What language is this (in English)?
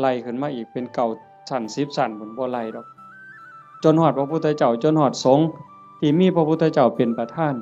Northeastern Thai